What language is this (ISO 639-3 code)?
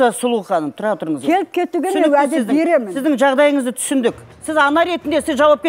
kaz